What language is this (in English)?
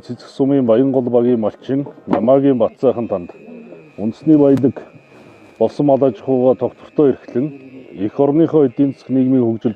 Mongolian